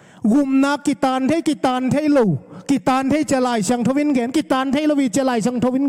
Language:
Tedim Chin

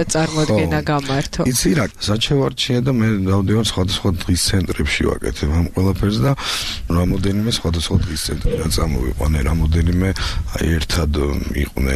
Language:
Georgian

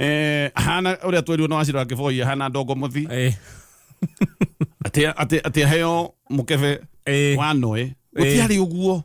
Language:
Kikuyu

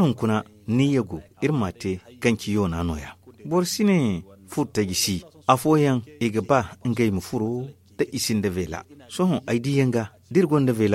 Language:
Zarma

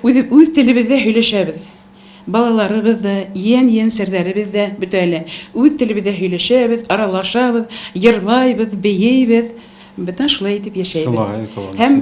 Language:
Bashkir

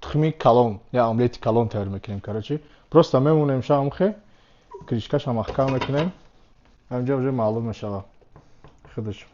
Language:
Tajik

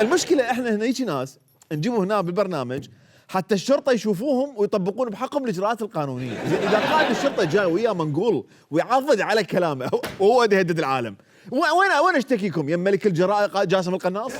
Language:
Mesopotamian Arabic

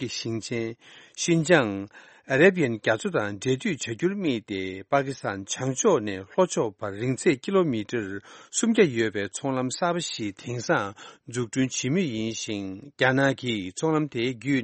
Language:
Tibetan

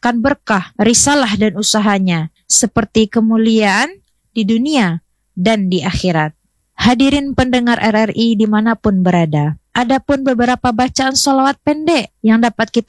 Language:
Indonesian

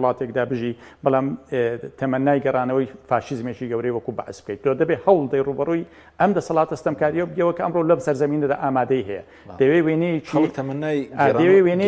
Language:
Central Kurdish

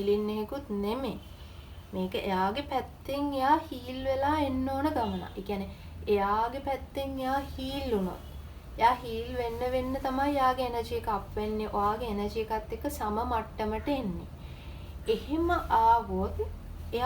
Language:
Sinhala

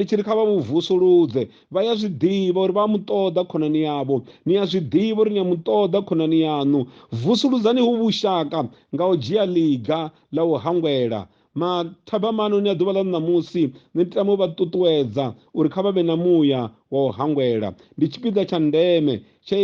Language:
Venda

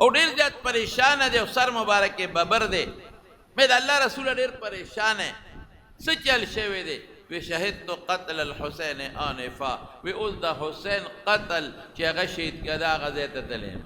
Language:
Pashto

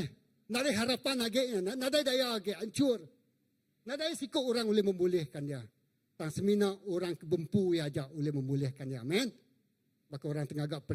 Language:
Iban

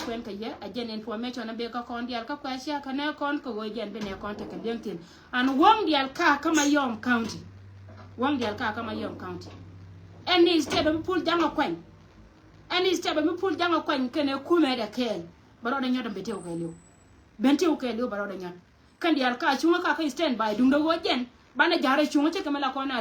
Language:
Nuer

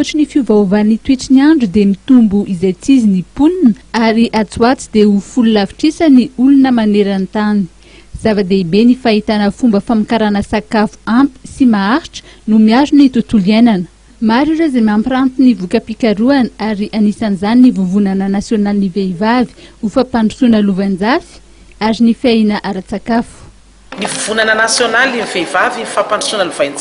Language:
Malagasy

